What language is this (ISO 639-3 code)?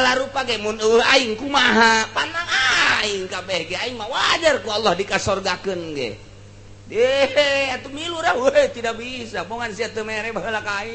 sun